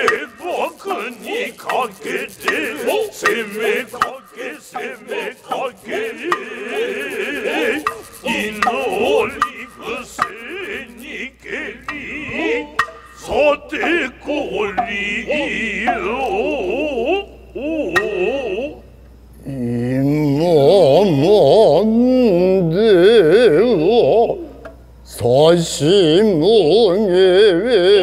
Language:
Japanese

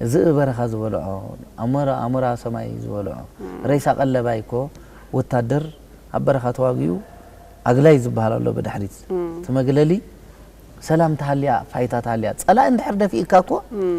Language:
Tigrinya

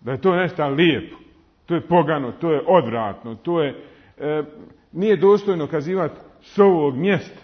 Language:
Bosnian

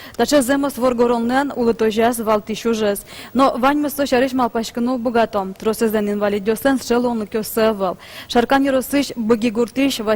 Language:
Udmurt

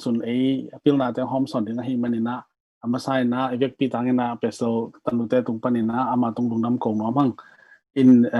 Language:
Tedim Chin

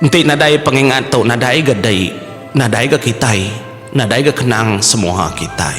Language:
Iban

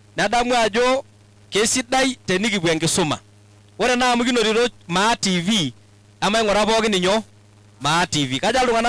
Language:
Masai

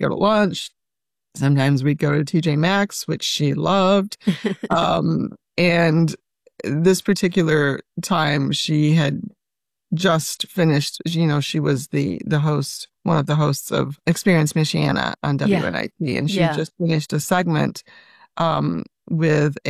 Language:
English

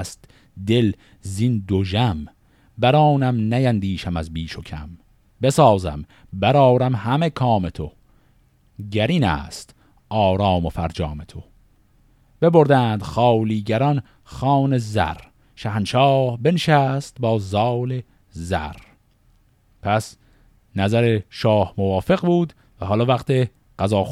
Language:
Persian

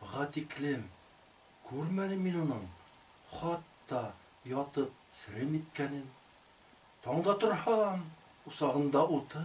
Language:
Bashkir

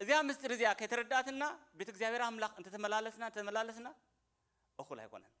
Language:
Tigrinya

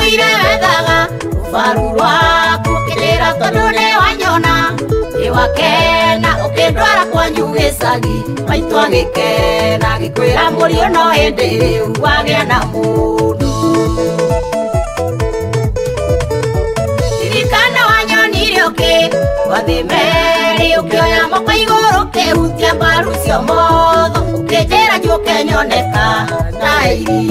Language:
Kikuyu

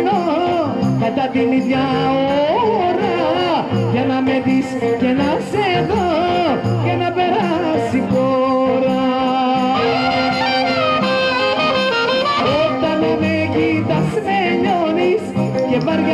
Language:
Greek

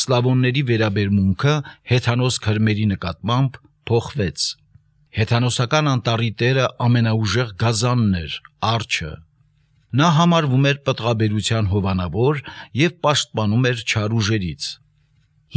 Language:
Armenian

